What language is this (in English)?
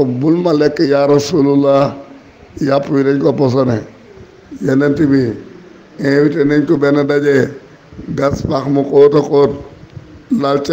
Wolof